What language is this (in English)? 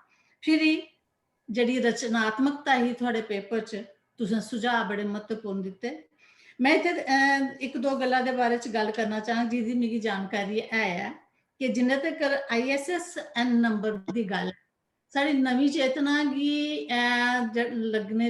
Dogri